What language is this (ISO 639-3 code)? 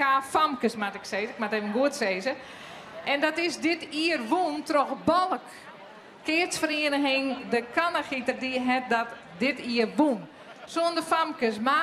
fry